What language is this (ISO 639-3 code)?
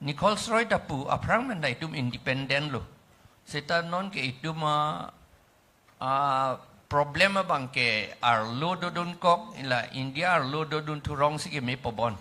mjw